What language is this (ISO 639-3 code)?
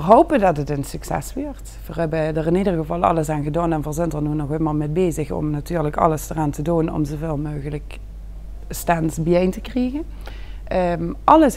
lim